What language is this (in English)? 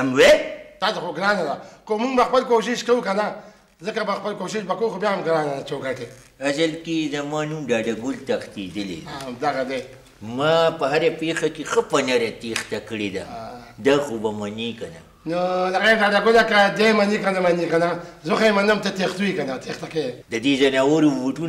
Pashto